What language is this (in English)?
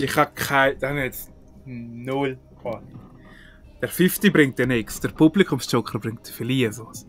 Swiss German